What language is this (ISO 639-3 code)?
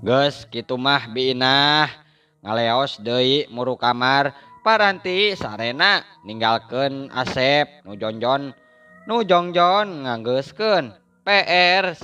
sun